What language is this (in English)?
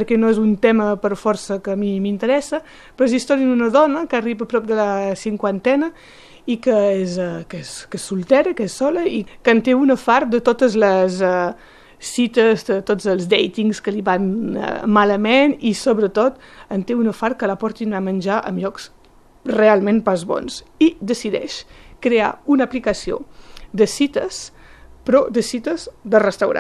Catalan